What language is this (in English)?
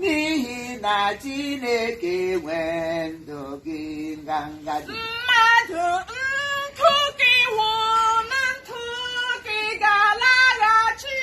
Igbo